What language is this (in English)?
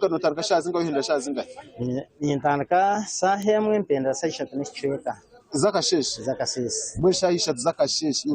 Nyankole